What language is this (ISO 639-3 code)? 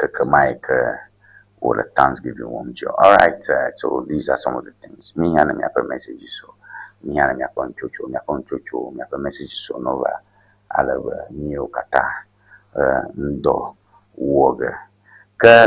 ewe